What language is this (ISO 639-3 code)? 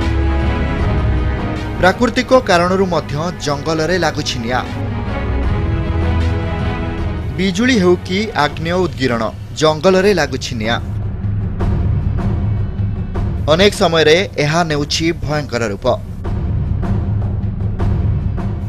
ori